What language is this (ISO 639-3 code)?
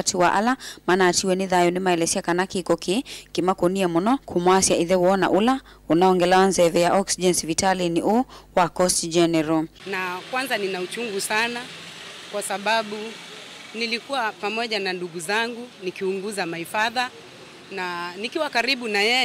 kam